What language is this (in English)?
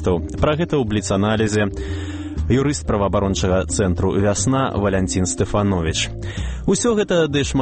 Belarusian